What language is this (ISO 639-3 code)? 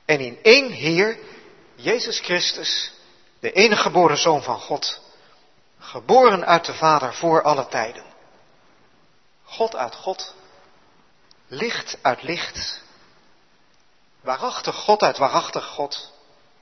nld